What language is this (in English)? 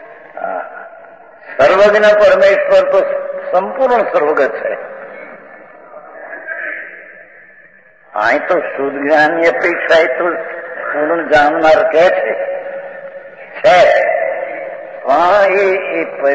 Gujarati